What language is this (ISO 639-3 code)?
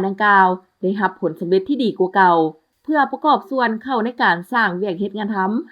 lao